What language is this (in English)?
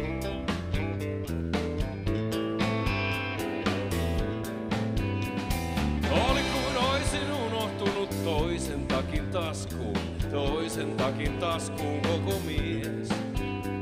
Finnish